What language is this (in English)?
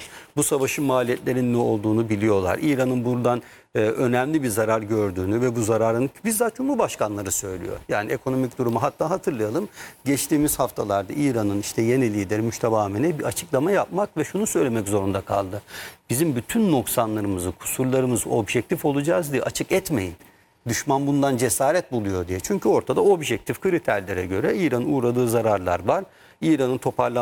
Turkish